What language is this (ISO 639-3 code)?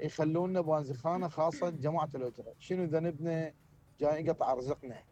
acm